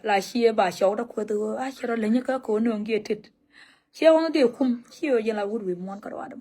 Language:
Nuer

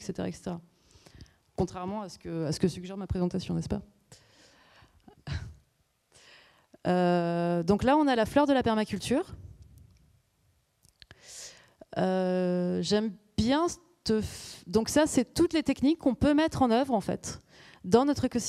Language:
French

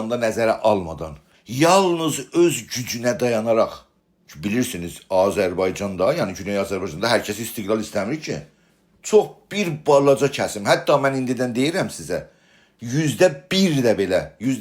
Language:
South Azerbaijani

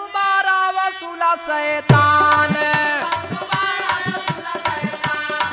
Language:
Bhojpuri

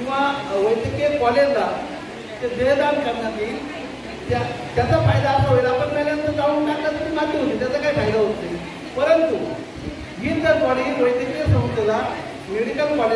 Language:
Marathi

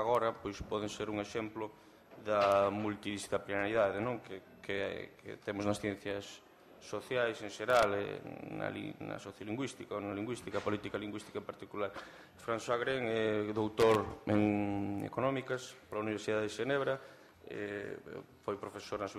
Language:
Galician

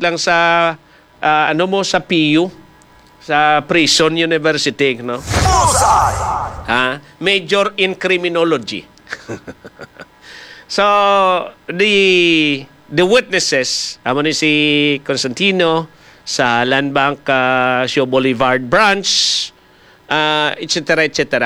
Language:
Hiligaynon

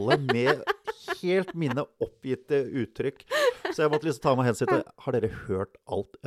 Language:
Norwegian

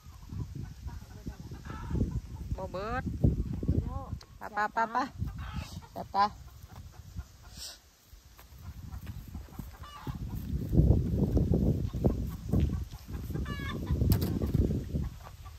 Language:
Thai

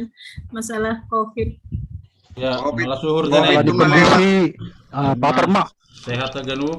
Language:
Batak Simalungun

